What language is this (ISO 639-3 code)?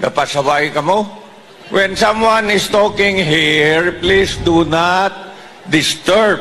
hil